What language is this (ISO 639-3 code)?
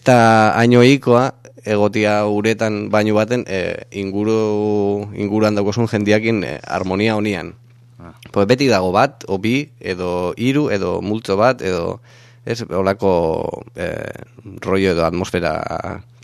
eus